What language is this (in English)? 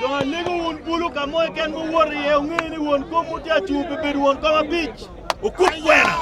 Acoli